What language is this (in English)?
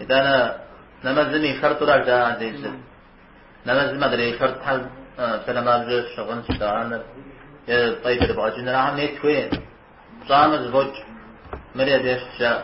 Kabardian